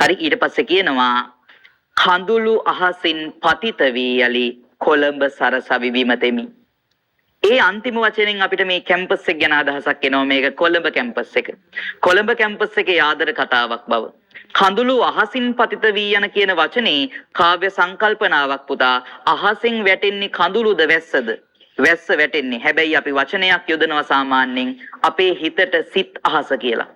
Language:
Sinhala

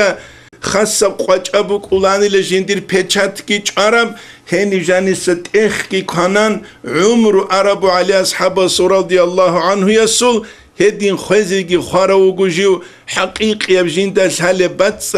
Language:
Avaric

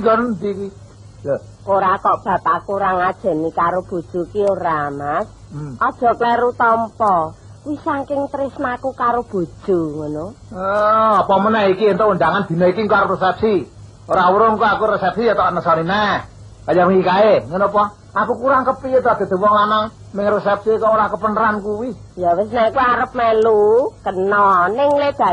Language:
Javanese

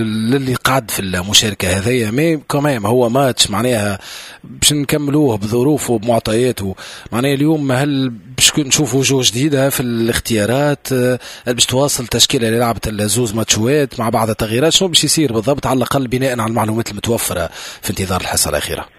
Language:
Tunisian Arabic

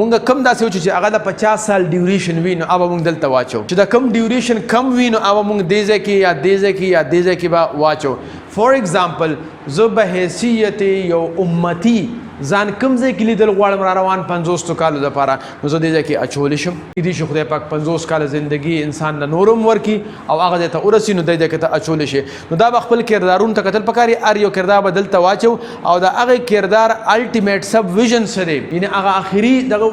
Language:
Pashto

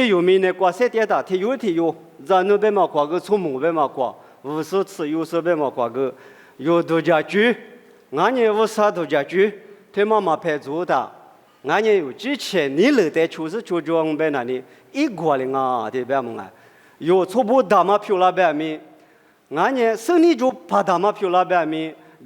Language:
Lisu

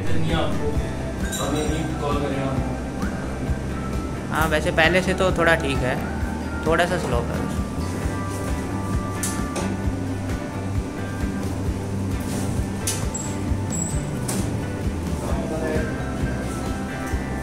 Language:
Hindi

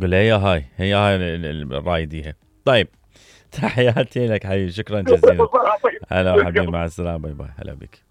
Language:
Mesopotamian Arabic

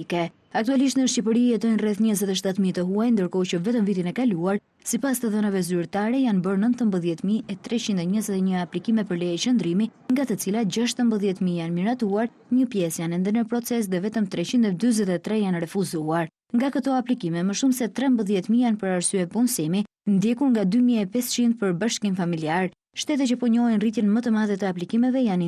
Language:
Albanian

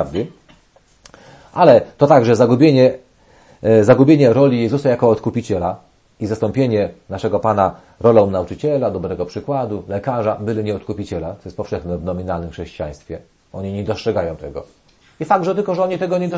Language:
Polish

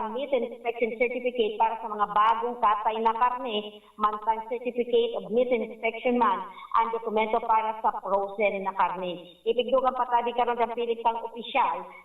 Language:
Bikol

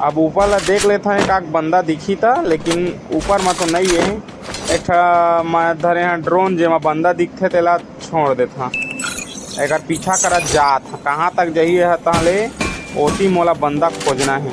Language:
Chhattisgarhi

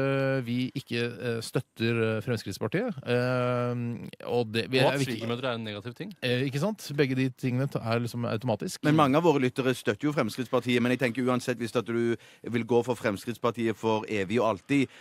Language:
Norwegian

